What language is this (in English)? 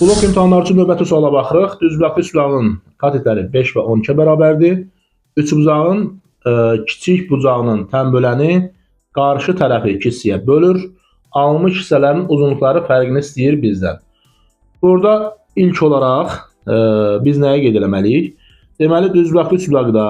Azerbaijani